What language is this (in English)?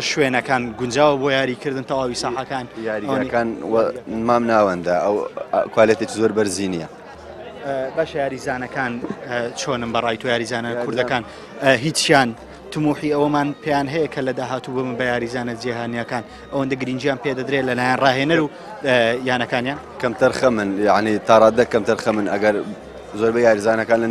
Central Kurdish